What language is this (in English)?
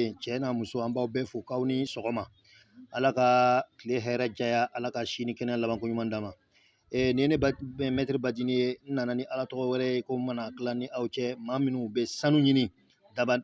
Bambara